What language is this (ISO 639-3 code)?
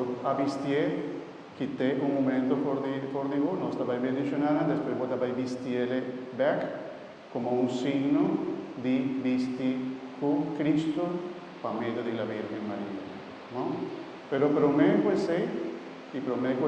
pap